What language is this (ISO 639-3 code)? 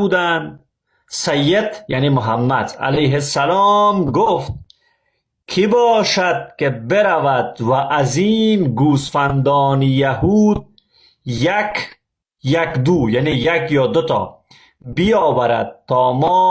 fas